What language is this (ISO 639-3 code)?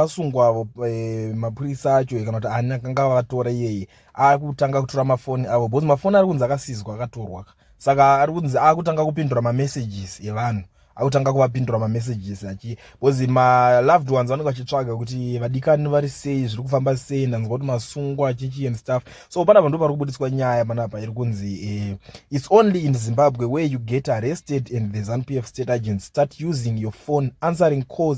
sna